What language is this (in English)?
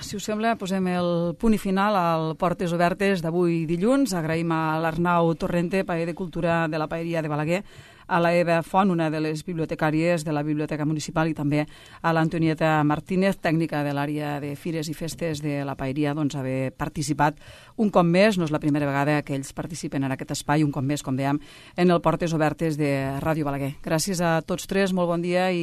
Catalan